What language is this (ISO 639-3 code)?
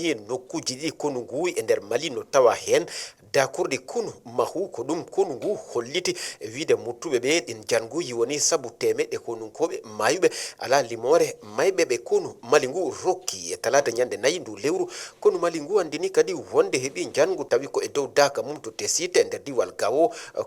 ful